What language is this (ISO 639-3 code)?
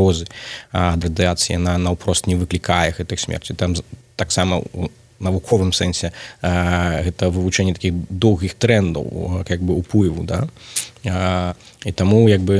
bel